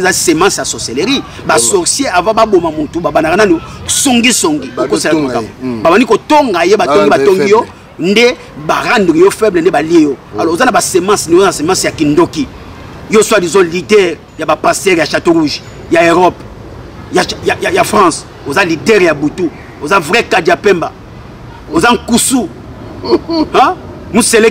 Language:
Lingala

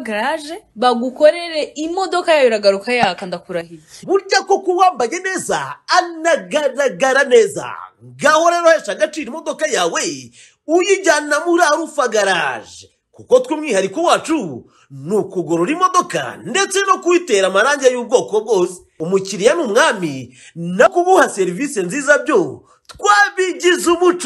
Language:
Kinyarwanda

